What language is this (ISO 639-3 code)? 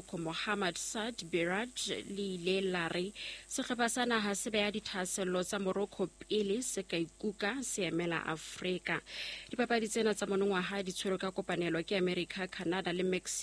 sot